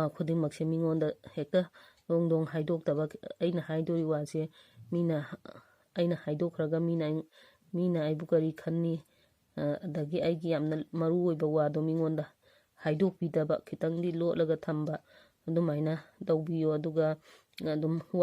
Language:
Manipuri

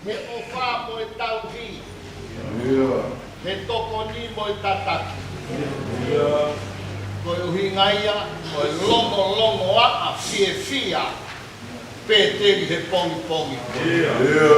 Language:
Tongan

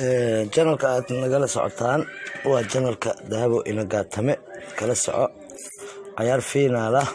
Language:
Somali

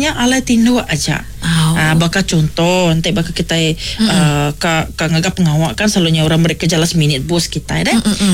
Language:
Iban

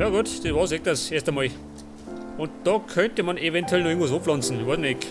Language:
Bavarian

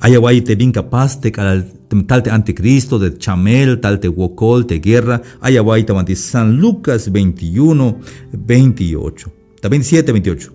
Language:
Tzeltal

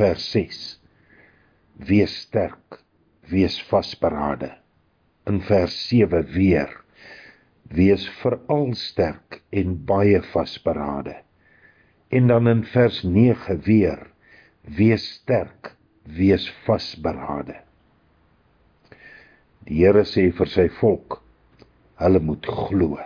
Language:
Afrikaans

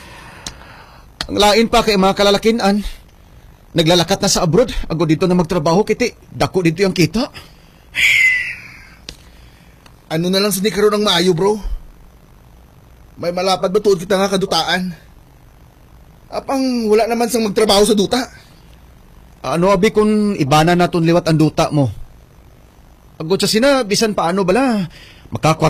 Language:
Hiligaynon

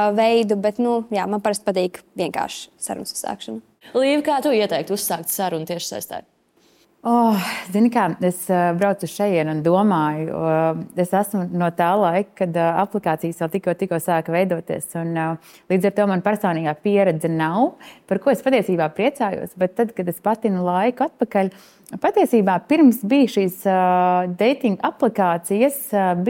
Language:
Latvian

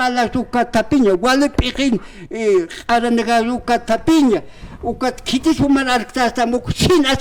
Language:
Aymara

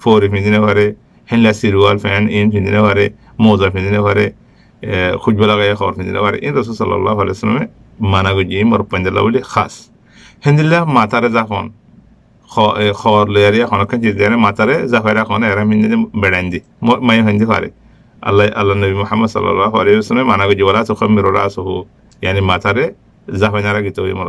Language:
Rohingya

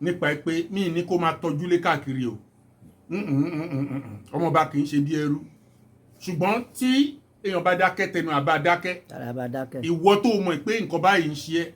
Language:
Yoruba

